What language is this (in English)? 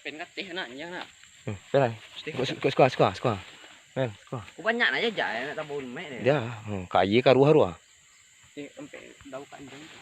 Minangkabau